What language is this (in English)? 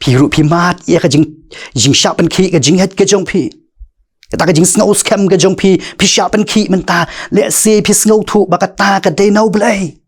Khasi